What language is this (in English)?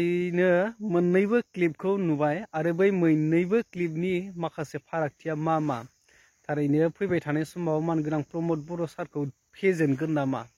Bodo